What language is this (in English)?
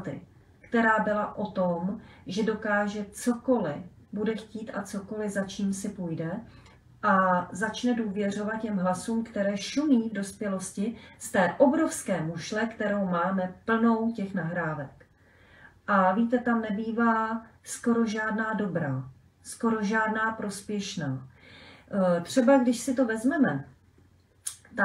Czech